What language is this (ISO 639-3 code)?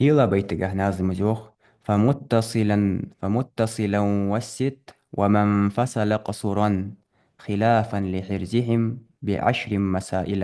inh